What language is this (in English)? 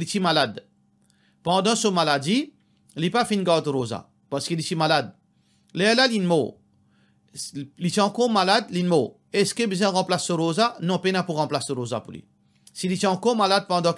Morisyen